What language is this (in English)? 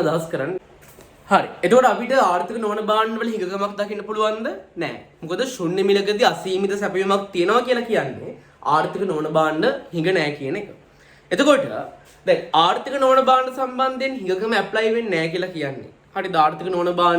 Sinhala